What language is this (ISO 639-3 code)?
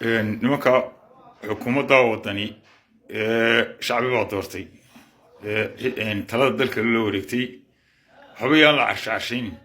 som